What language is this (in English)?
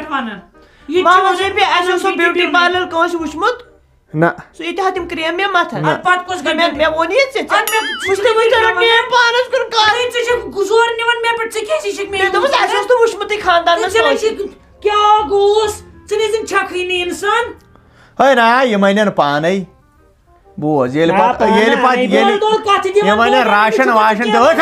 Kashmiri